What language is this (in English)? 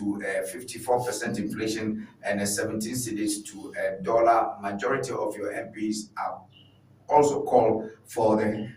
Ewe